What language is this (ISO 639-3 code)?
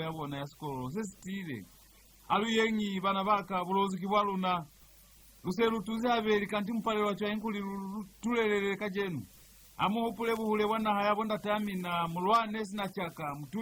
loz